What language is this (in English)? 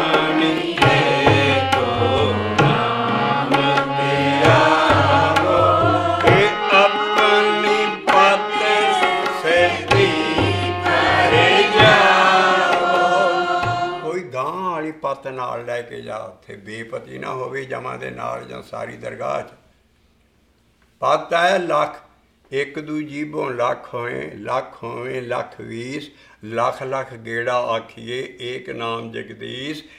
Punjabi